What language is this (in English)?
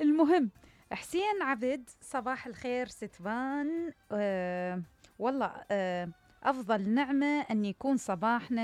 Mesopotamian Arabic